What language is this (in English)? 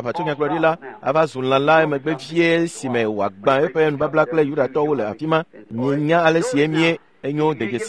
Ewe